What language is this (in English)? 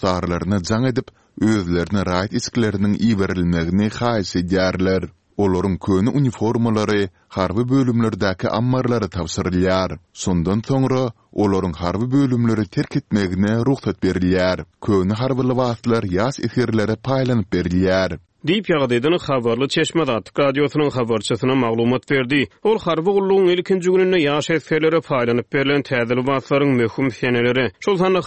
Turkmen